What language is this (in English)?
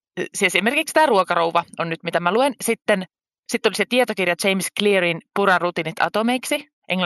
Finnish